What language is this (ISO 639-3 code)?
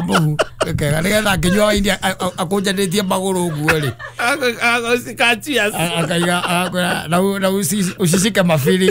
kik